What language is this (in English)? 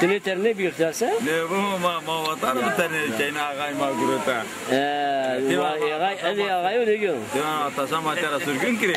Zaza